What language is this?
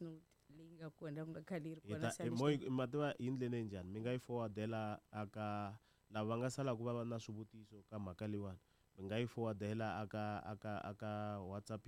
Tsonga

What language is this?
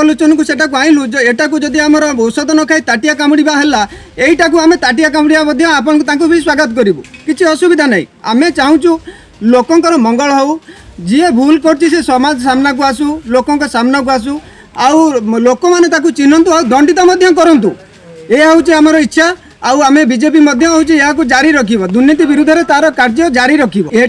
Odia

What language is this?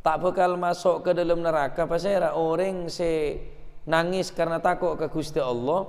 Madurese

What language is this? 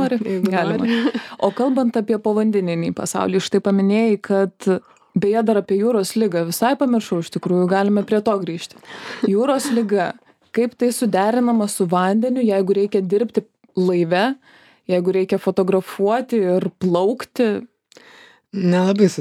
Lithuanian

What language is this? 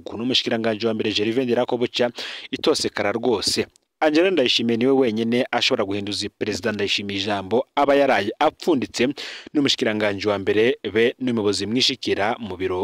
Rundi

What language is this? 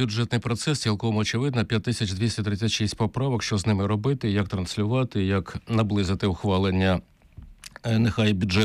Ukrainian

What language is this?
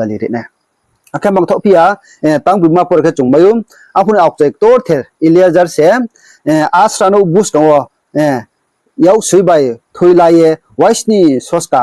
Riang (India)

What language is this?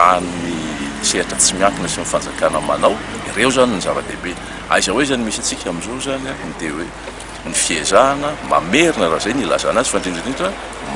Malagasy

